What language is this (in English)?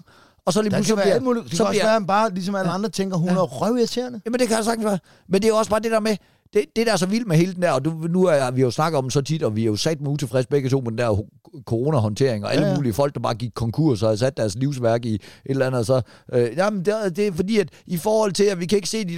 Danish